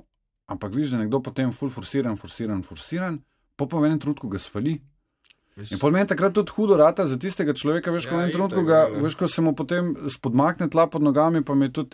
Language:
Slovenian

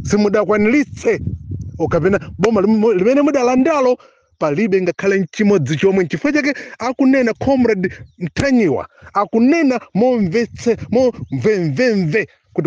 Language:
Nyanja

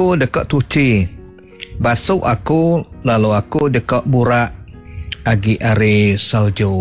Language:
Iban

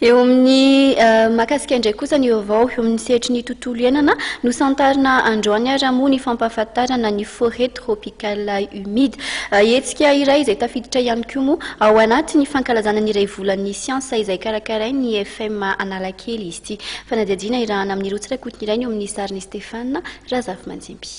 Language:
Malagasy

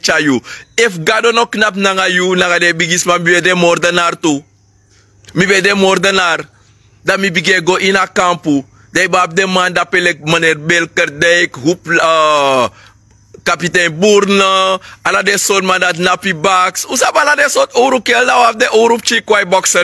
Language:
Sranan Tongo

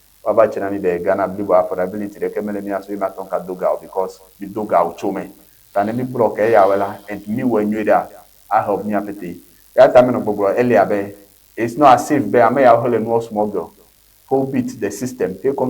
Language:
Ewe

